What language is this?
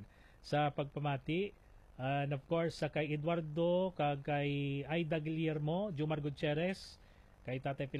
Hiligaynon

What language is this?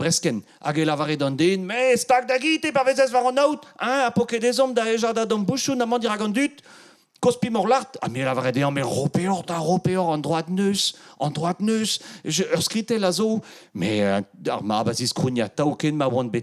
Breton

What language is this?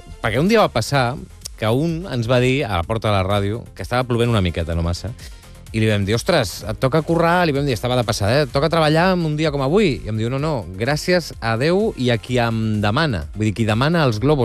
Catalan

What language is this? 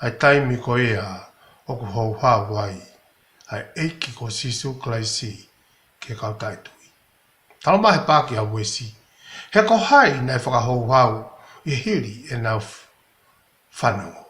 Tongan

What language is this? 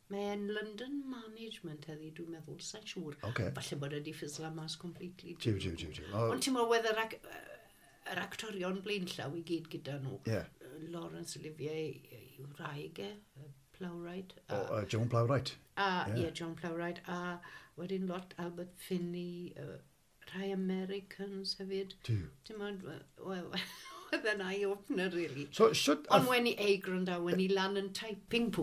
Welsh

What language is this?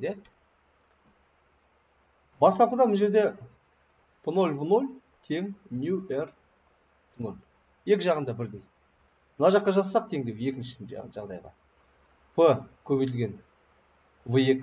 Kazakh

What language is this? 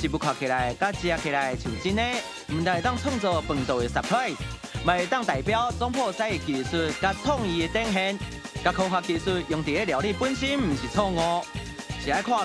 Min Nan Chinese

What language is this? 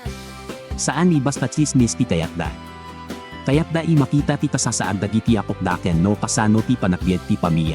Iloko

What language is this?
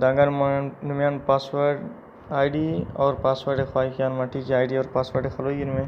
Brahui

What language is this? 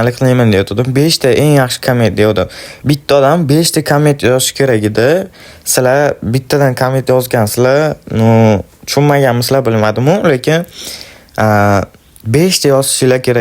Uzbek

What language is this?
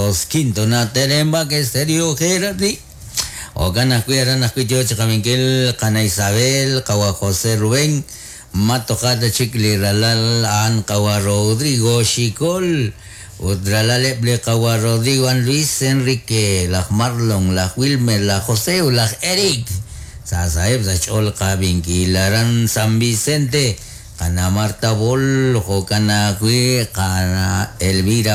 Kekchí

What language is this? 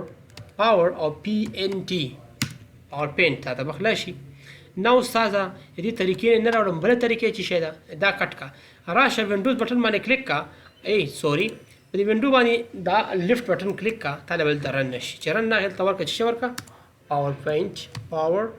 Pashto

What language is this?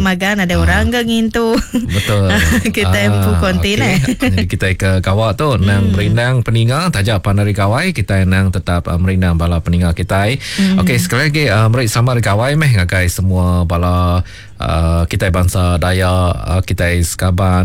Iban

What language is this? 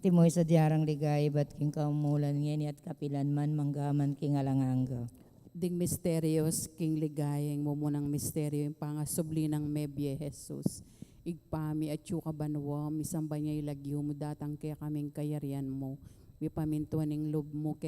Pampanga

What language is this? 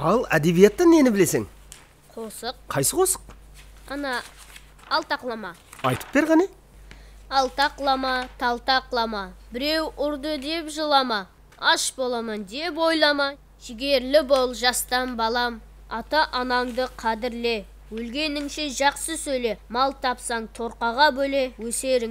Kara-Kalpak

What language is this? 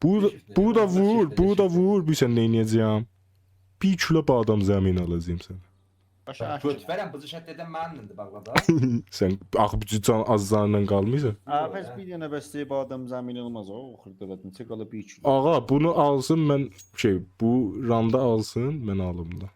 South Azerbaijani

